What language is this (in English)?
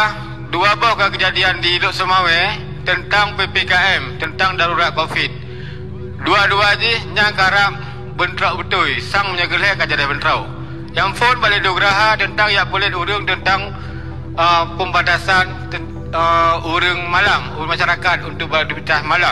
Achinese